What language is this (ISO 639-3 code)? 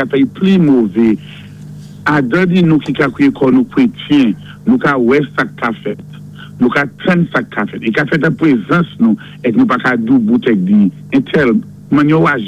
acf